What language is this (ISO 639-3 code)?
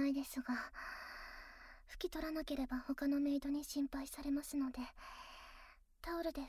jpn